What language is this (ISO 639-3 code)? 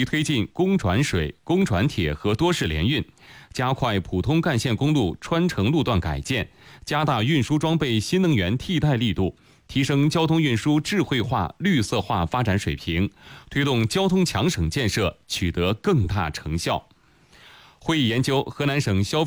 zho